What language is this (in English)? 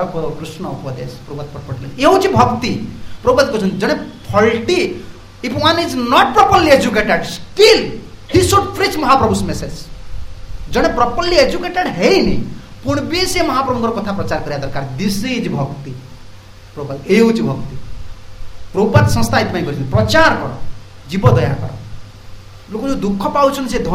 Odia